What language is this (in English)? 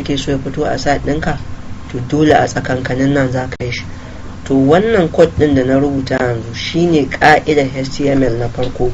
Hausa